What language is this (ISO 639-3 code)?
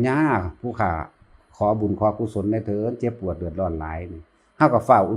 tts